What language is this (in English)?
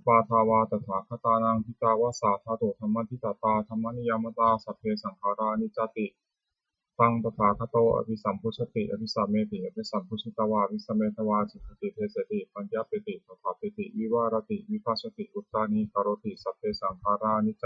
Pali